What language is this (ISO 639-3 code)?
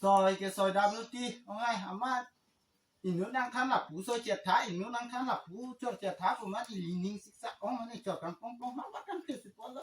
mjw